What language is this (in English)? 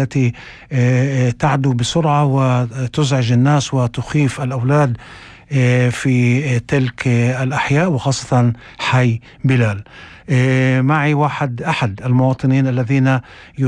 North Levantine Arabic